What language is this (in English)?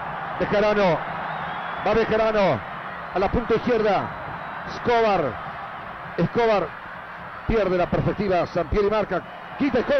Spanish